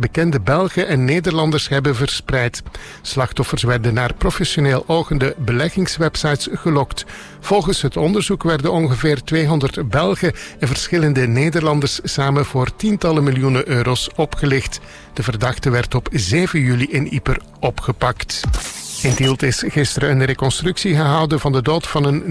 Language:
Dutch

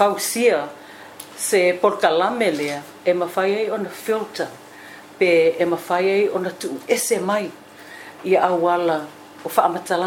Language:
Samoan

